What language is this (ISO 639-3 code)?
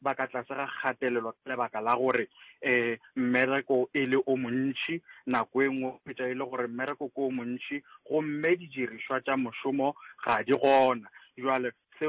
nso